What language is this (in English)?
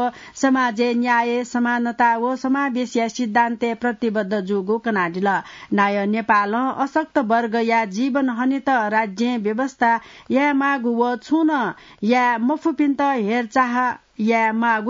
Newari